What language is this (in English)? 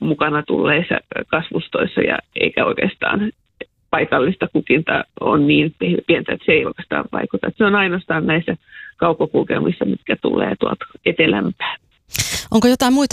Finnish